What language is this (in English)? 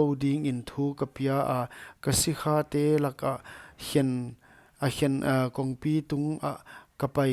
Paite Chin